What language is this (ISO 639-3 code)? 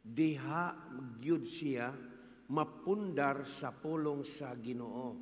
ceb